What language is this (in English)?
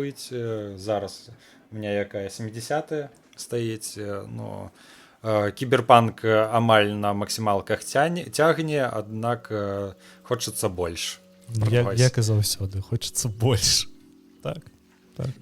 Belarusian